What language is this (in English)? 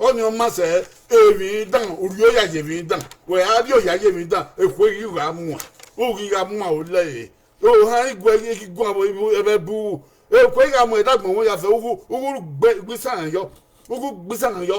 Bini